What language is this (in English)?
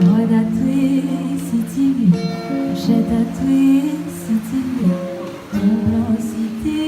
Réunion Creole French